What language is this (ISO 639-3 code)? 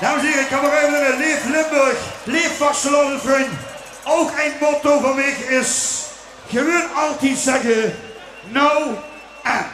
lim